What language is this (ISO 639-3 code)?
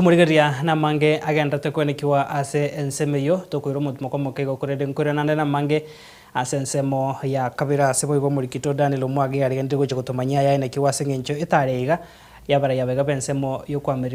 guz